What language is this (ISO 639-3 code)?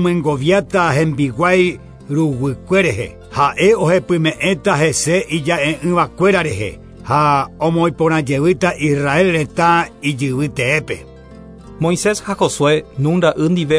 grn